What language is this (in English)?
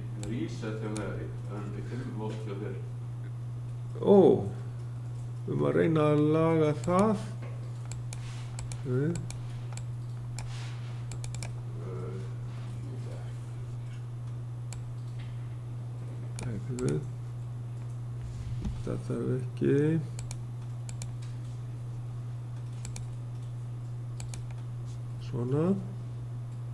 Icelandic